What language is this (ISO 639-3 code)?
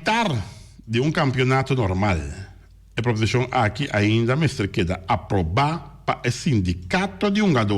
pap